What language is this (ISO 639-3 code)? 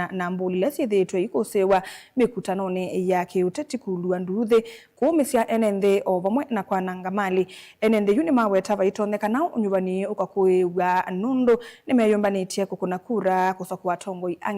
kam